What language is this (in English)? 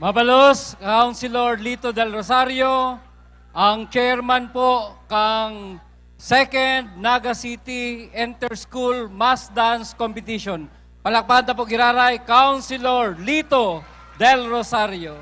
Bikol